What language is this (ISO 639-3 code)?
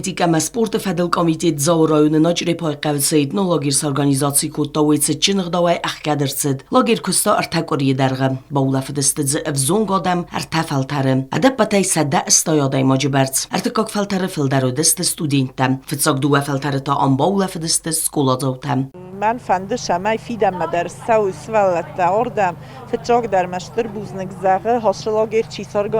oss